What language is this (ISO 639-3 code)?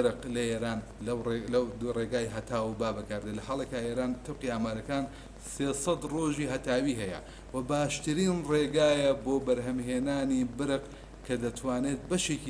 ckb